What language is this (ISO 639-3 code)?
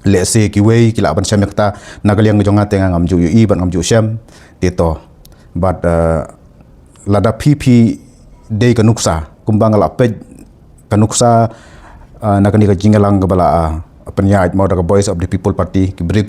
kha